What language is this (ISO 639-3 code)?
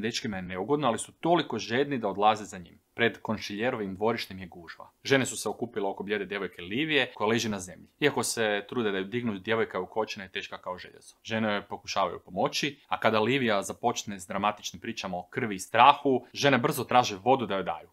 hrv